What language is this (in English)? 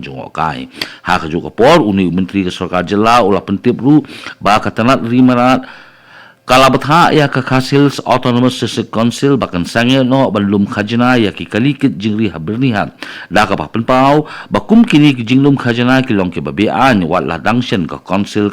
Khasi